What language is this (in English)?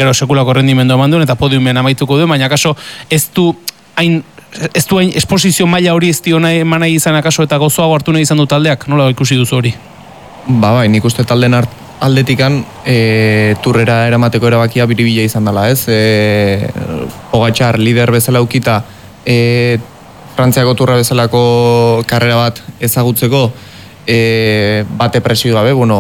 Basque